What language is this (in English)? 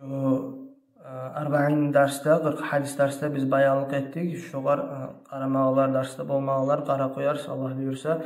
Kumyk